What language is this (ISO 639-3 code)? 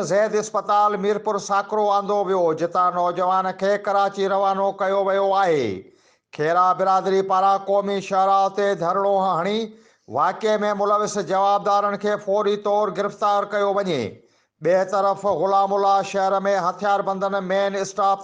snd